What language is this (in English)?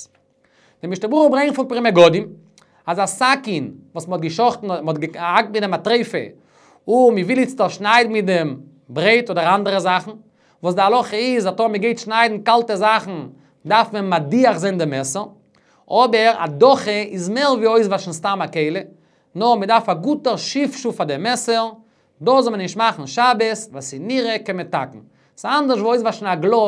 Yiddish